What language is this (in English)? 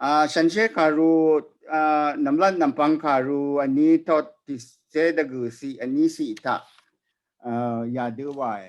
Rawang